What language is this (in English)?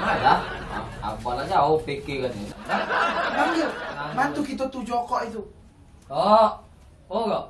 Musi